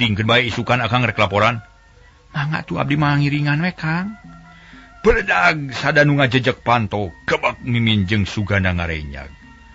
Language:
Sundanese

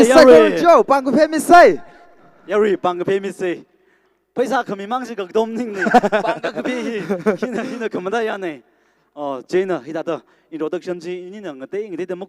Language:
Tangkhul Naga (India)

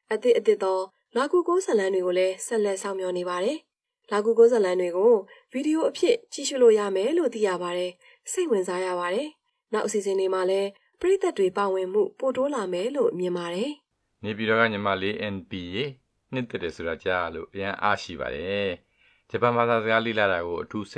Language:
Burmese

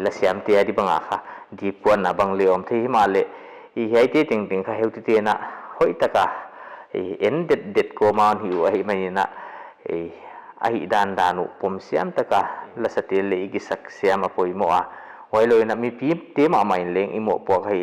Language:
Paite Chin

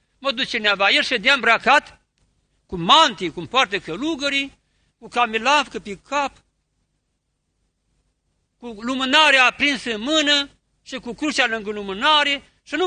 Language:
Romanian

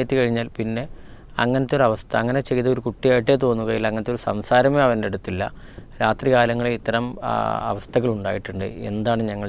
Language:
Malayalam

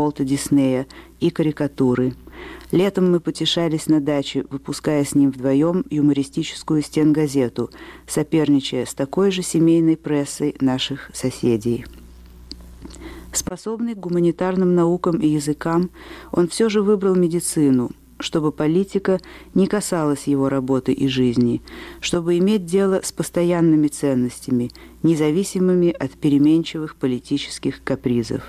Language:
Russian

